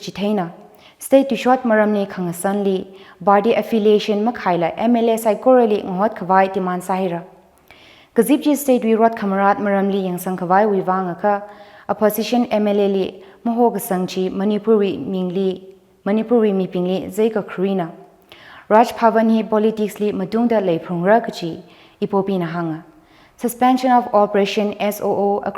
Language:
Tangkhul Naga (India)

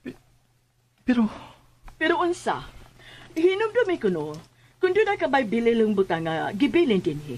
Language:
Cebuano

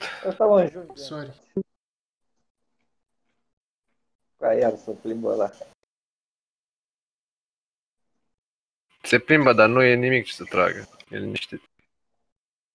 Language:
Romanian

